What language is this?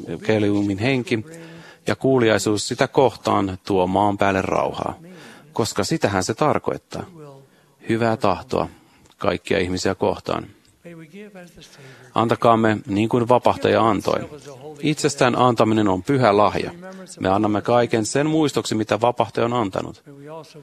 Finnish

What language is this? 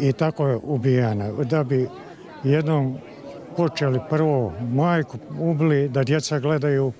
Bosnian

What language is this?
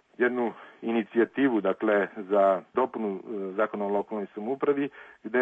Serbian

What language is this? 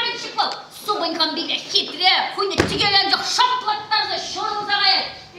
Chuvash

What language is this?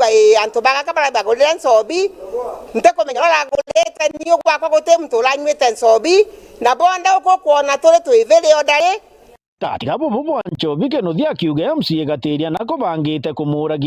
Meru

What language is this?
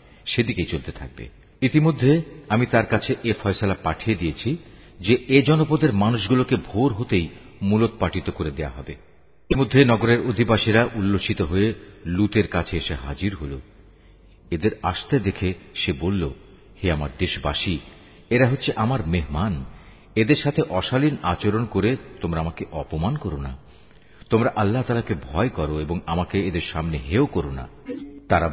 Bangla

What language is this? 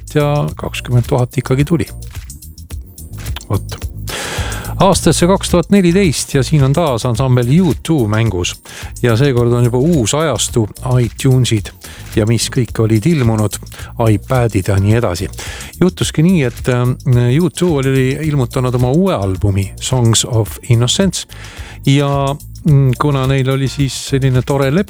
Estonian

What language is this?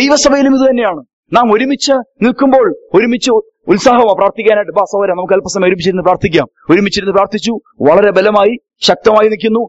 Malayalam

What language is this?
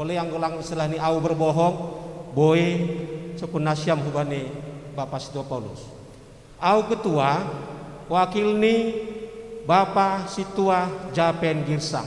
Batak Simalungun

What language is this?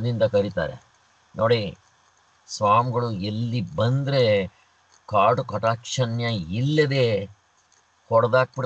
Kannada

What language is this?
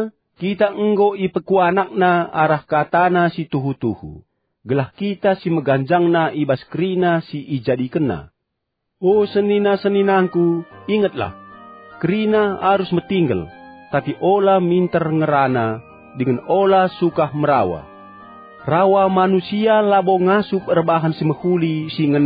Batak Karo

